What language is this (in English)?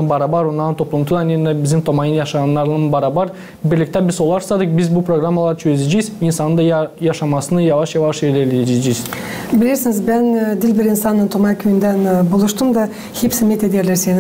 Gagauz